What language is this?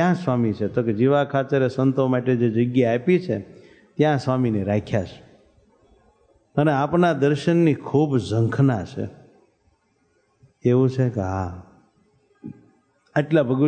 Gujarati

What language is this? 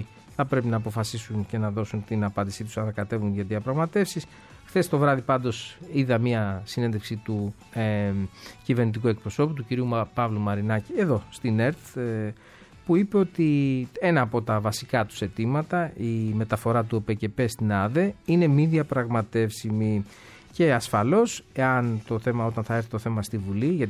Greek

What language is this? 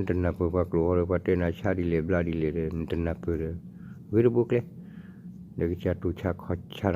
S'gaw Karen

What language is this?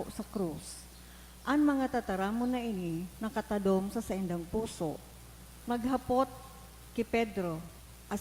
Bikol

